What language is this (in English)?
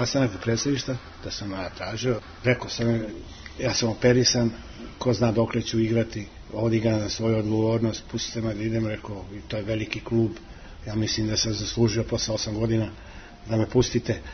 Serbian